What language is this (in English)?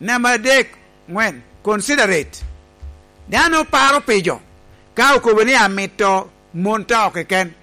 Lango (Uganda)